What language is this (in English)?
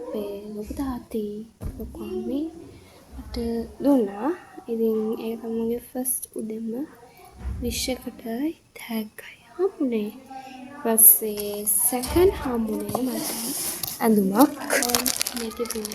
Sinhala